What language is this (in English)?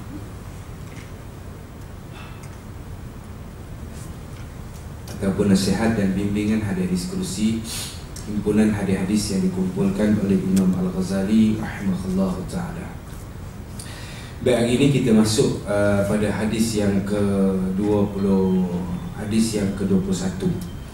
Malay